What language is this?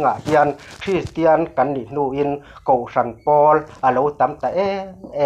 Mizo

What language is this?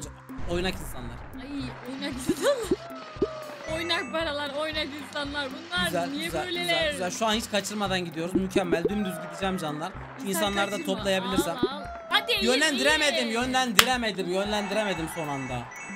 Turkish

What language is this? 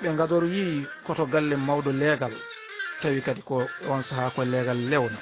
Fula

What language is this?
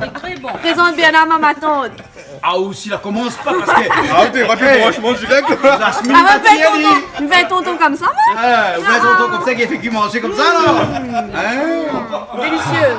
Réunion Creole French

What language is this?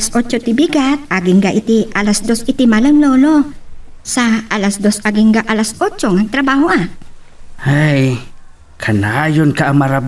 Iloko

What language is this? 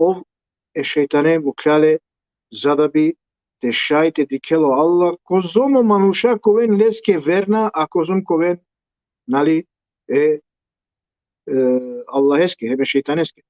Balkan Romani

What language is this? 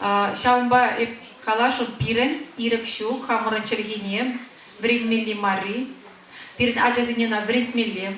Chuvash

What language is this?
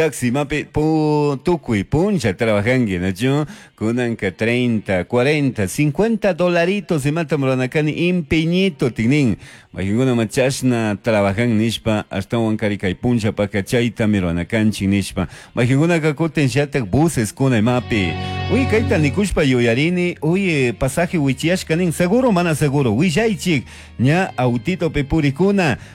Chimborazo Highland Quichua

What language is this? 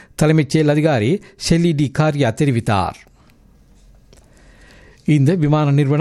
Tamil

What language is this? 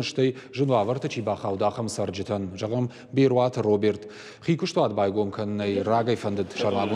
Ossetic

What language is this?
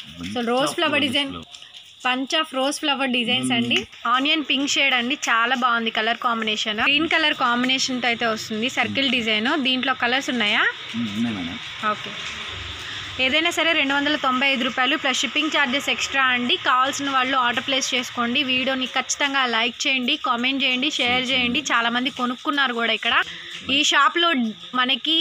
Telugu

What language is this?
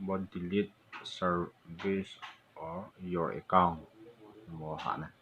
Riang (India)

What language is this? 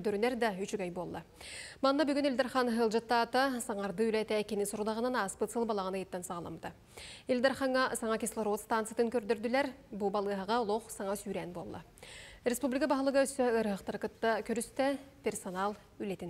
Yakut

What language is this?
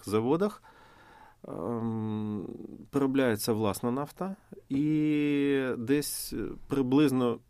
Ukrainian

